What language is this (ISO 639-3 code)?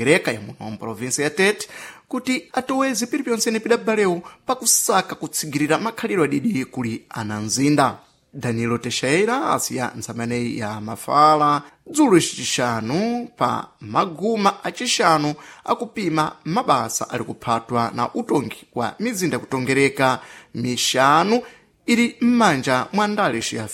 seh